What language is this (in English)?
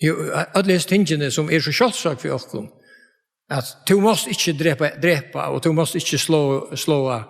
Faroese